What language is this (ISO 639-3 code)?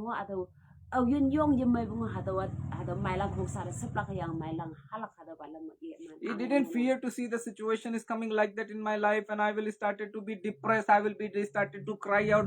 nbe